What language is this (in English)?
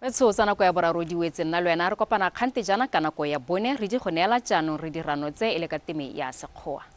Tswana